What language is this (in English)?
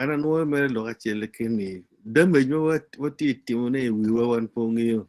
Acoli